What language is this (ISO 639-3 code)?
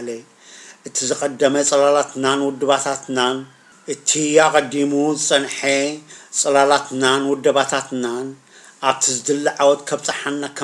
tir